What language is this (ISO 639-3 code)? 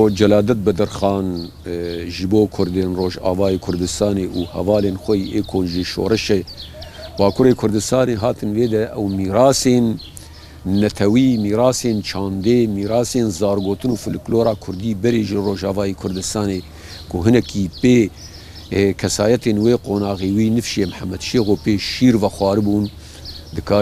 kur